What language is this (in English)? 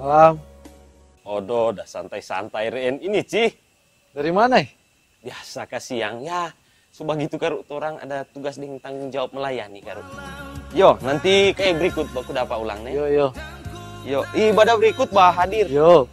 Manado Malay